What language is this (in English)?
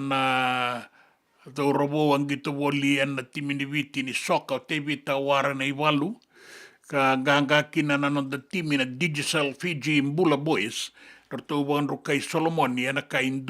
Fijian